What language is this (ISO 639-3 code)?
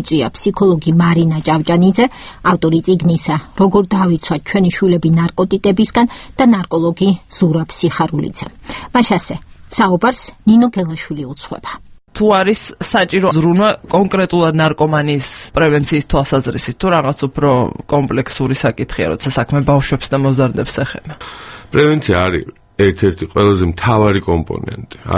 kat